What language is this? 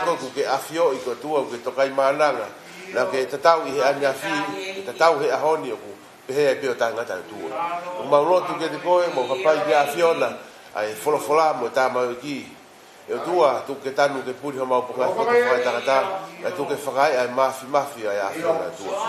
Tongan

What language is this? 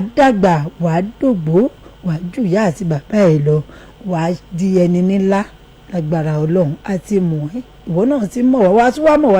Yoruba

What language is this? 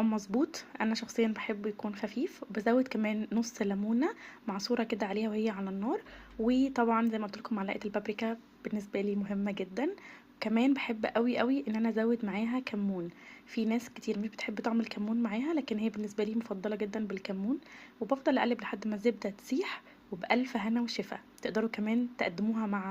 Egyptian Arabic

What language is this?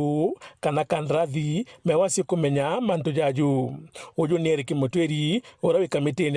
Meru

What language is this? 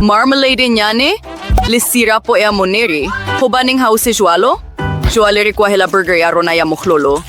Southern Sotho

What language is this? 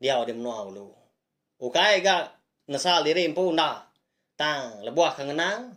Iban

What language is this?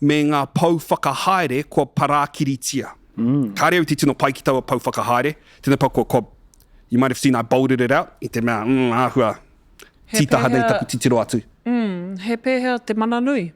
Māori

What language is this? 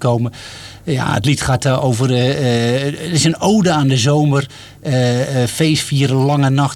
Dutch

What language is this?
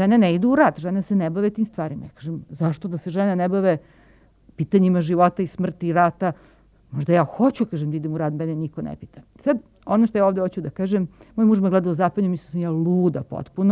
Serbian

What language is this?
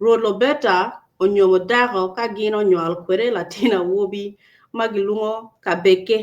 Acoli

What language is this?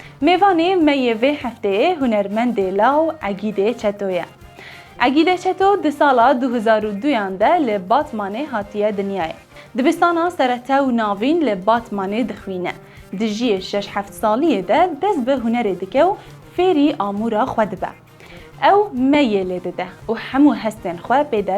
Kurdish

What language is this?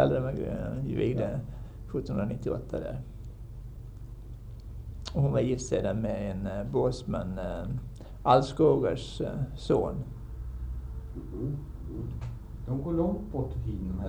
Swedish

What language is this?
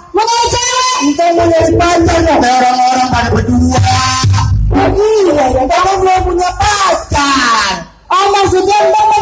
Betawi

